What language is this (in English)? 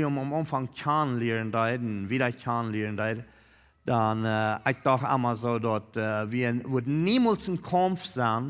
Plautdietsch